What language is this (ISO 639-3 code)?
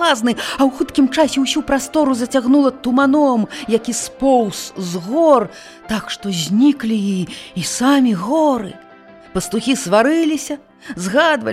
bel